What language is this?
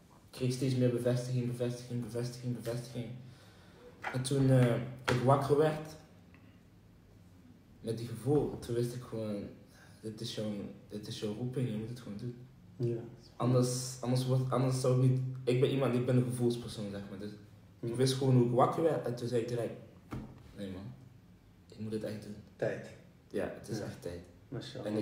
Dutch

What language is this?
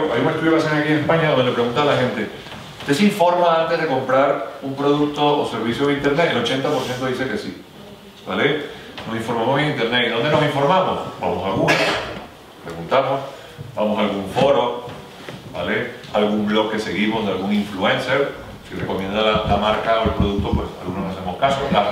Spanish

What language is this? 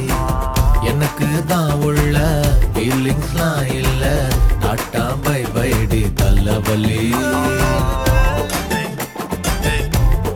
Tamil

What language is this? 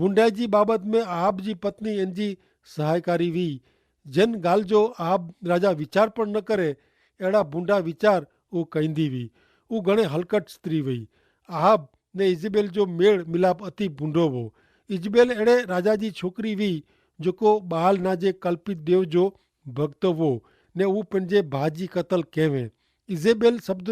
Kachhi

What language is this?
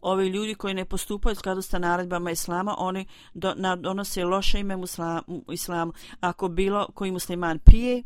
Bosnian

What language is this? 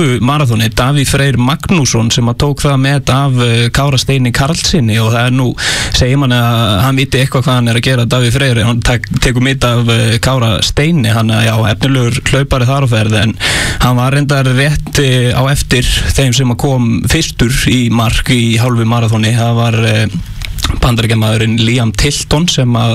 Icelandic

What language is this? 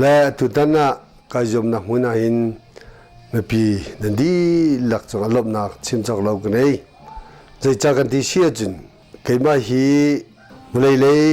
Hakha Chin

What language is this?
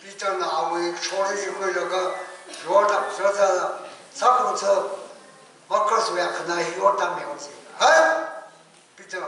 Tangkhul Naga (India)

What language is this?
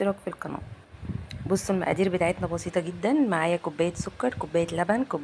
Egyptian Arabic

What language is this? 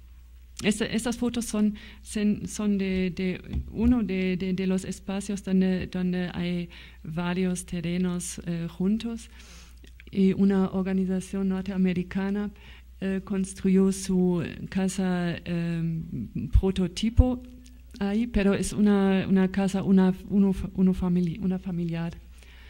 Spanish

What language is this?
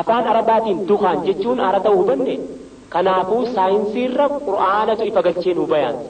Oromo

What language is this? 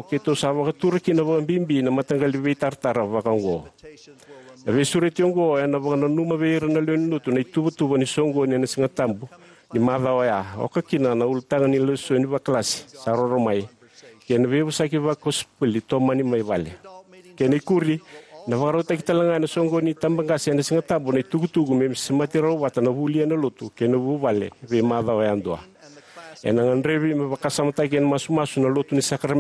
Fijian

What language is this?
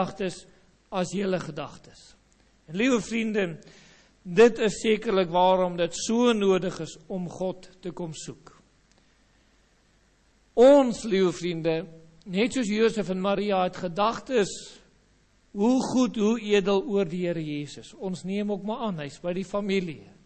Afrikaans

